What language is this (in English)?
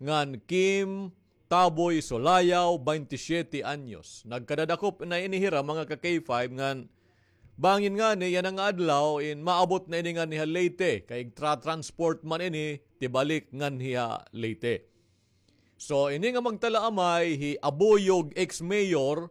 Waray